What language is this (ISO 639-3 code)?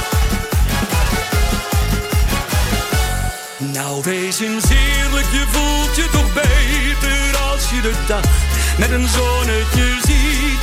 nld